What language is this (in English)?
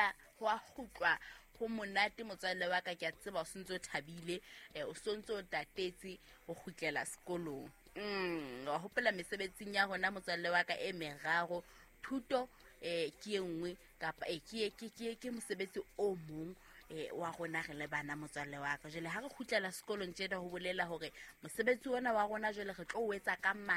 Southern Sotho